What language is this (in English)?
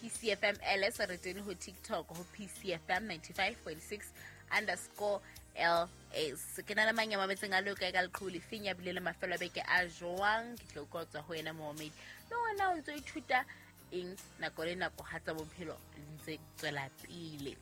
Southern Sotho